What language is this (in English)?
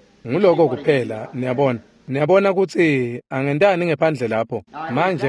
Swati